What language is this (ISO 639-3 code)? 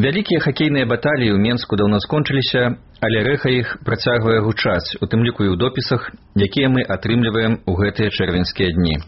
bel